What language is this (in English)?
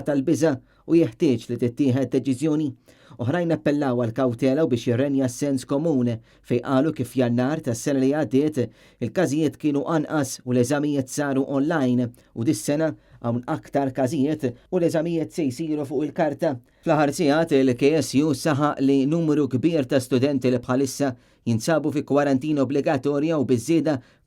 Maltese